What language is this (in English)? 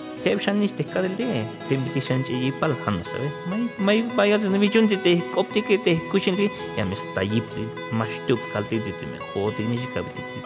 Tzeltal